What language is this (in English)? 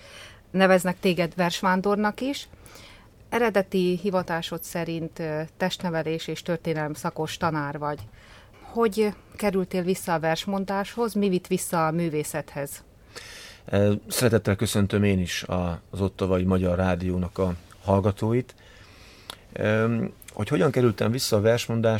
Hungarian